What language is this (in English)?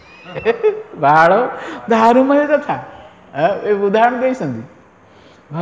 Odia